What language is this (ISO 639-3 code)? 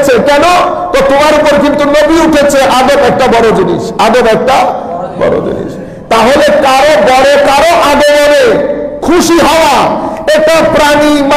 ben